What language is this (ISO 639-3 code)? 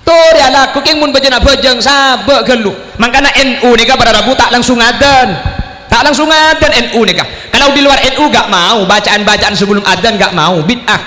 mad